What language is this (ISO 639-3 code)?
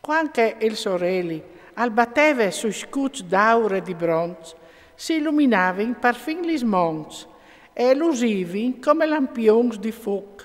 fur